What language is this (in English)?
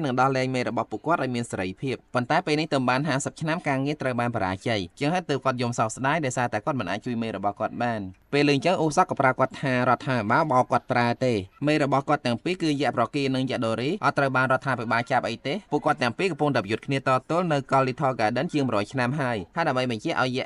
Khmer